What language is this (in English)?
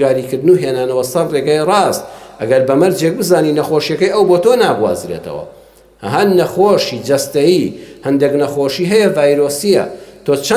Central Kurdish